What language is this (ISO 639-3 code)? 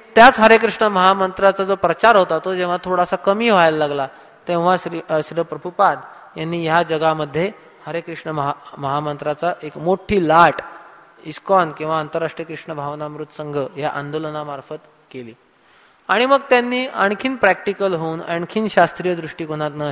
mar